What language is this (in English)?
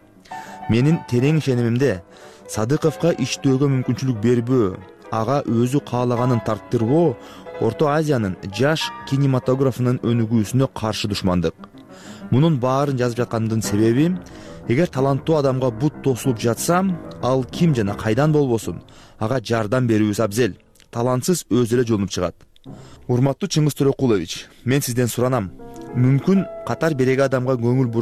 Kyrgyz